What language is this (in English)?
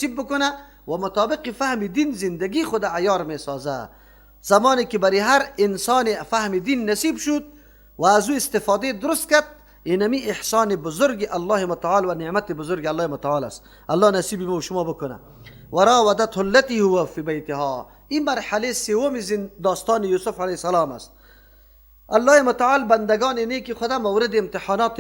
Persian